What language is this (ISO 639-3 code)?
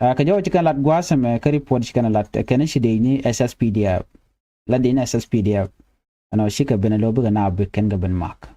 nus